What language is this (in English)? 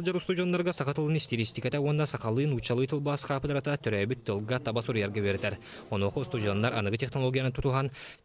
Yakut